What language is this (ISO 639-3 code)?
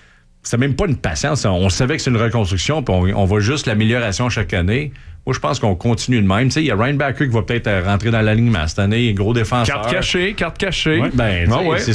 fra